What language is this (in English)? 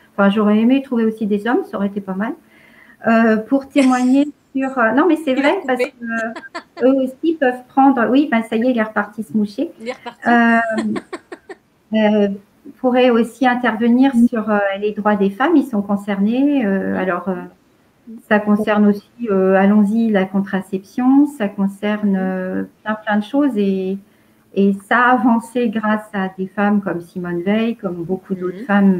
French